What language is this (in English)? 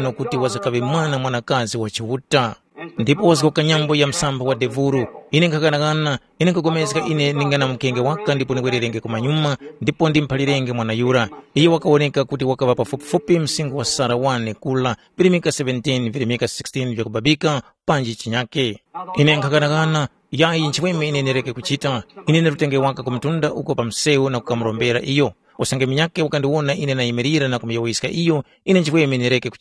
Tumbuka